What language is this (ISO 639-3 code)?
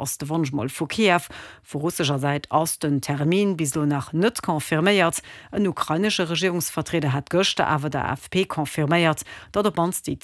ltz